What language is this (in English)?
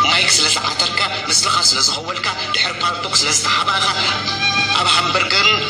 Tigrinya